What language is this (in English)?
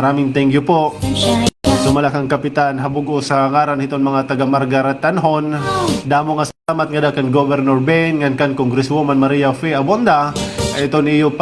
Waray